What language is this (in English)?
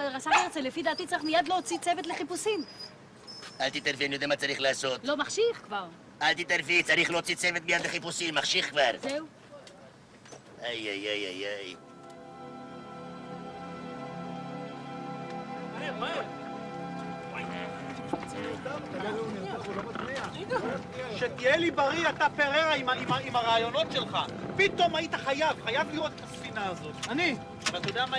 Hebrew